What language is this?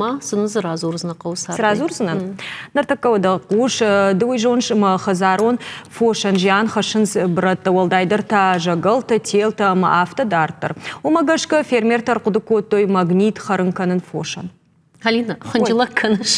Ossetic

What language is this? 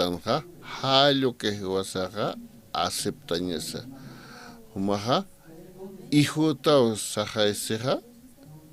Aymara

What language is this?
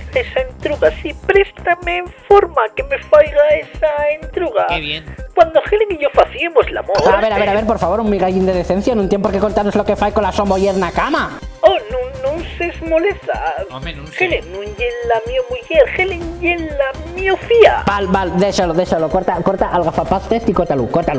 Asturian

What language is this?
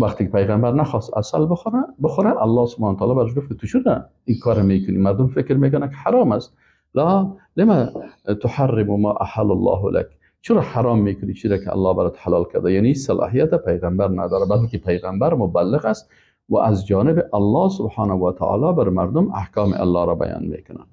Persian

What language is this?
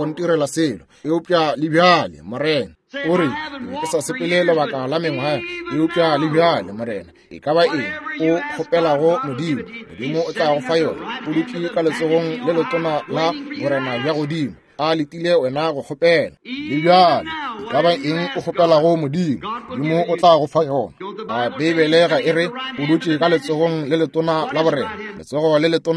Northern Sotho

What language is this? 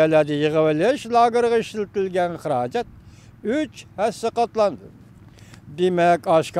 Uyghur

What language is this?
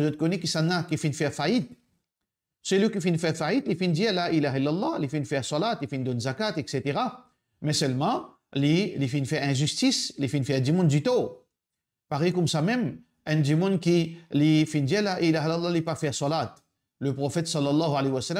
Morisyen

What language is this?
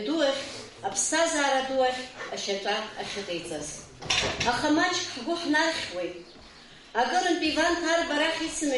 Abkhazian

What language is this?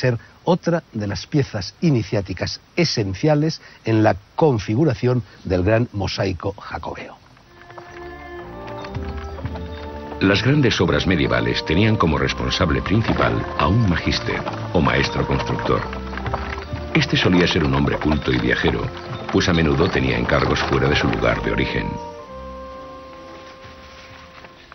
Spanish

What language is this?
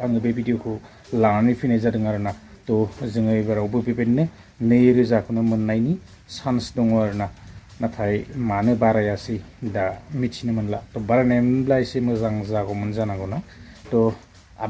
Bodo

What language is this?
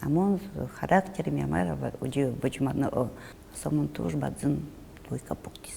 Udmurt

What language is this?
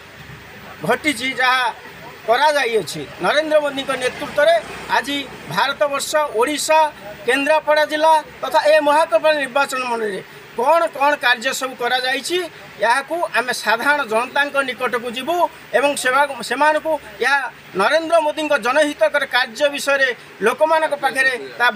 Odia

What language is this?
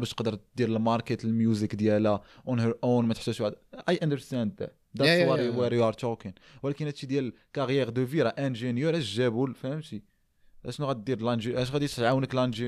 Moroccan Arabic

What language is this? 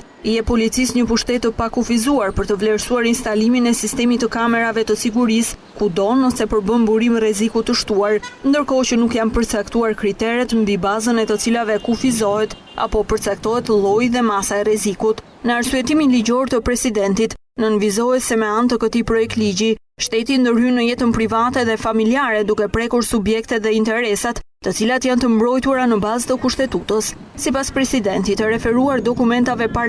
Albanian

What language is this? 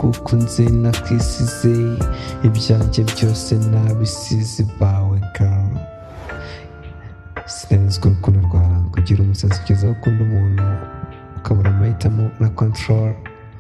Kinyarwanda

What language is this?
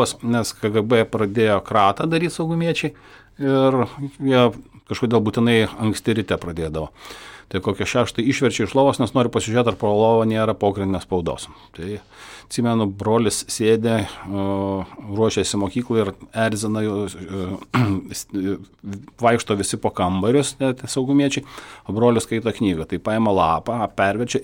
Lithuanian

